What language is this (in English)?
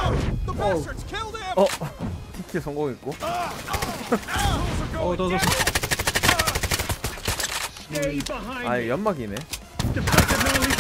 Korean